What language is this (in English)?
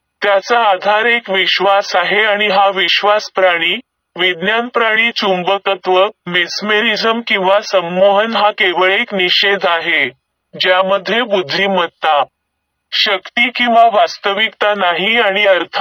Marathi